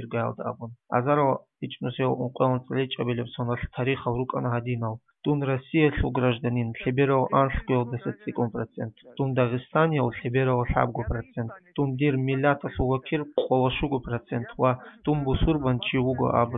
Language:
Avaric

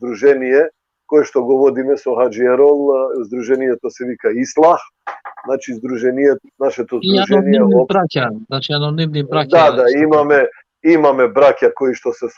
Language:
Balkan Romani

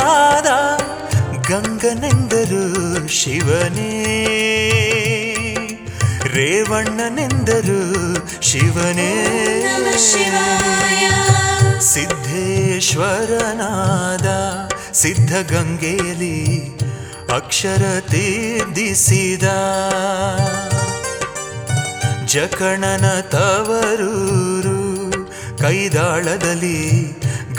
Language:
Kannada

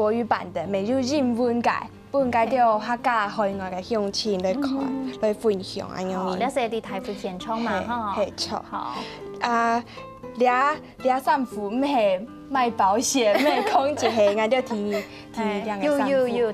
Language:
Hakka Chinese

